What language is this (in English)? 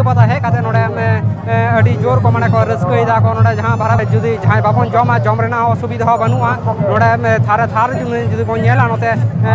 Santali